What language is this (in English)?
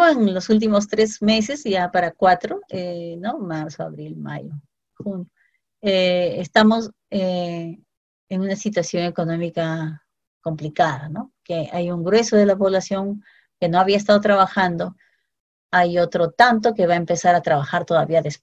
Spanish